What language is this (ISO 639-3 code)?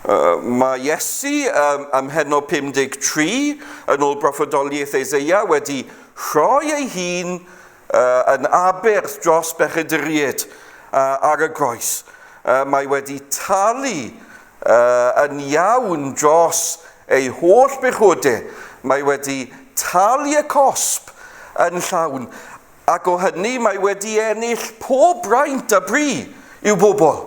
cym